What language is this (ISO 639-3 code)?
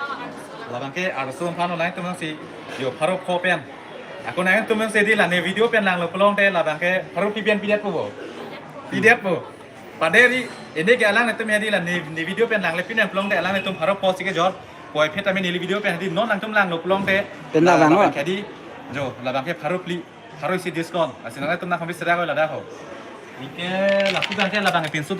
mjw